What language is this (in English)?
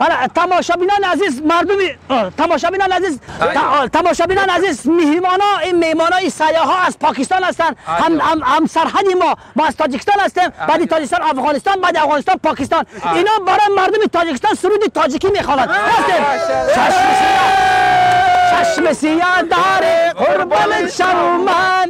Tajik